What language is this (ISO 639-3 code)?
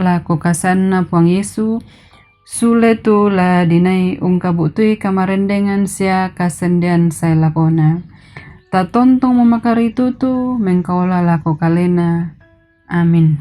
sda